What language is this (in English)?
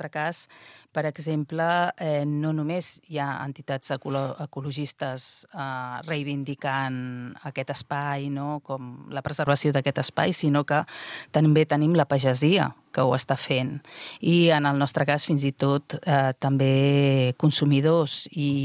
Catalan